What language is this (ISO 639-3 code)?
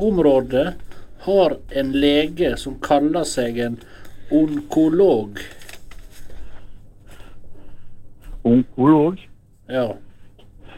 nor